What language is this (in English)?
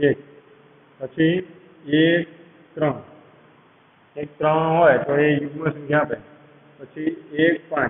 Gujarati